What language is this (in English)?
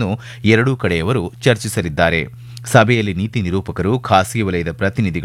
Kannada